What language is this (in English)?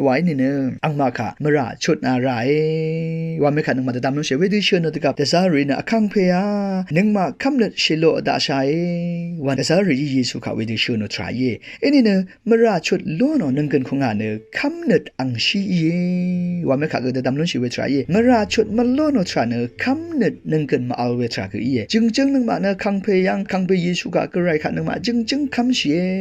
Rawang